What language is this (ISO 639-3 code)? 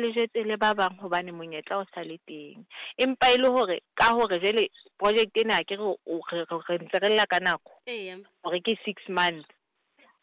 sot